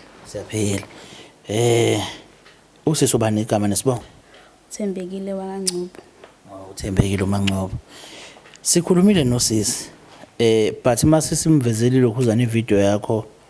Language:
Zulu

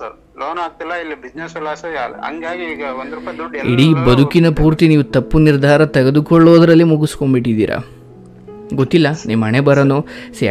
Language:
Kannada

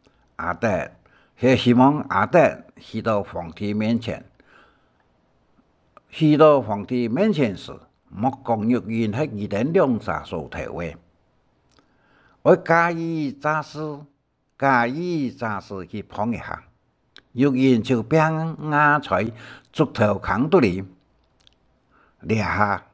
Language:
Hakka Chinese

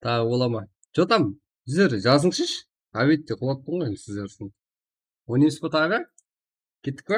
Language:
Kara-Kalpak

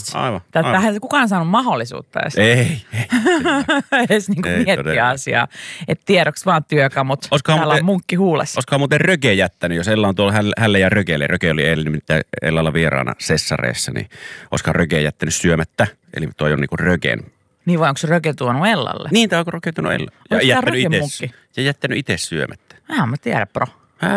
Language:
Finnish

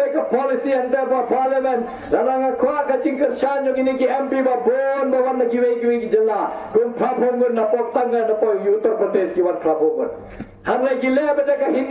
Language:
Khasi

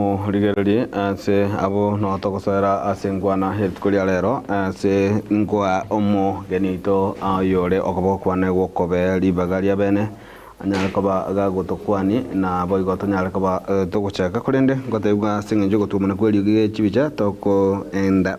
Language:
Gusii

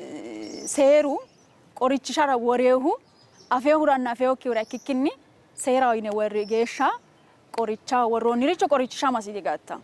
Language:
Sidamo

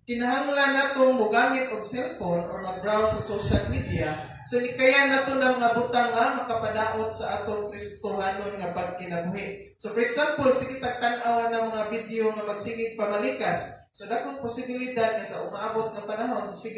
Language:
Cebuano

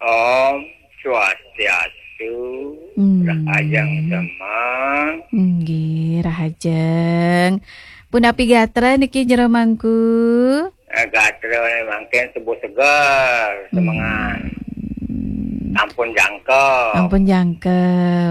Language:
Balinese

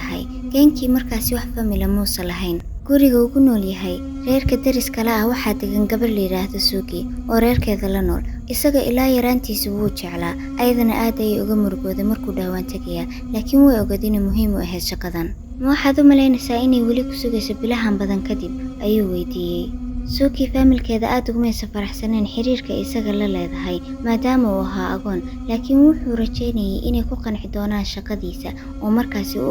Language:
Somali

